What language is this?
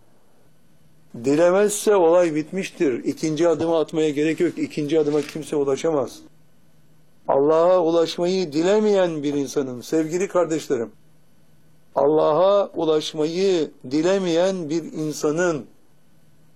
Turkish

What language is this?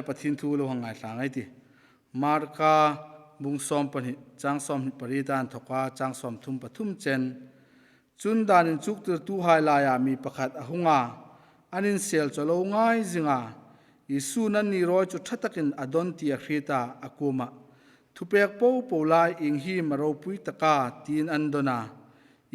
Hmar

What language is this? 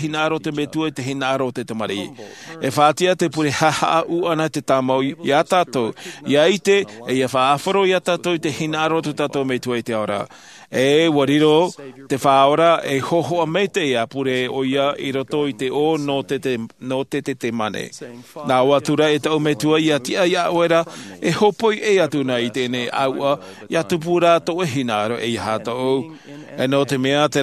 Tahitian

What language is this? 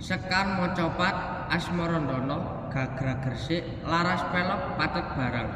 Javanese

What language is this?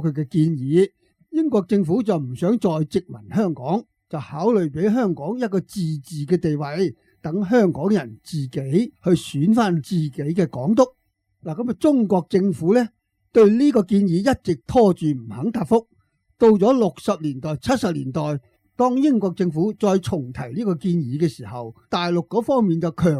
Cantonese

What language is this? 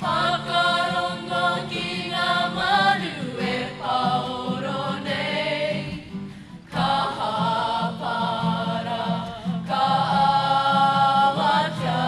Māori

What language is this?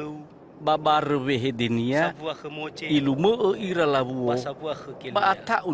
Nias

